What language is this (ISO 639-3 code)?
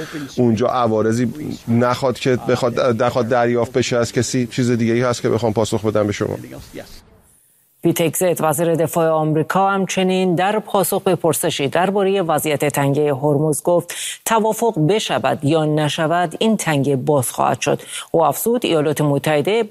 fas